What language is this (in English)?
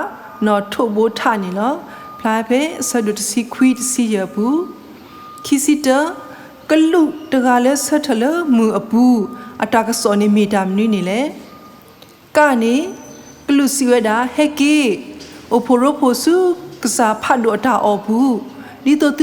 S'gaw Karen